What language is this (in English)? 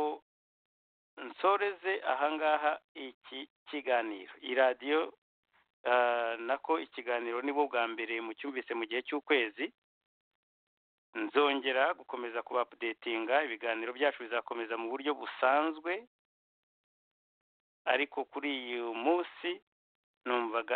Kinyarwanda